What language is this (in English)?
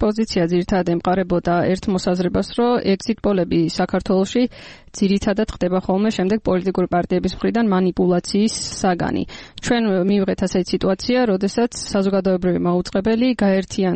Georgian